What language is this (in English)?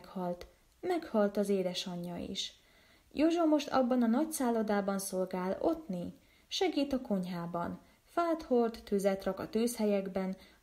Hungarian